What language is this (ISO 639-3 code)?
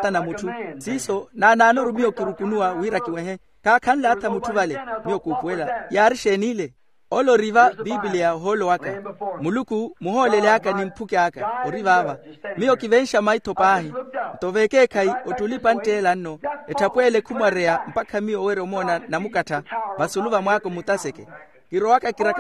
vmw